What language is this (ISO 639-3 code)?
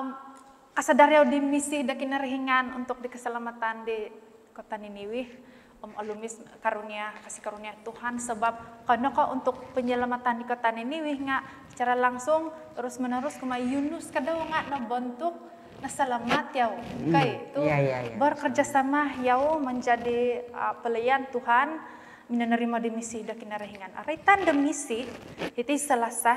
dtp